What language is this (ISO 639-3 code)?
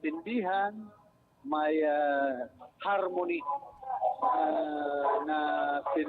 bik